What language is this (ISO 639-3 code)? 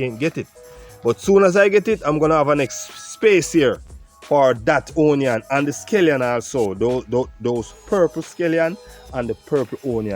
jam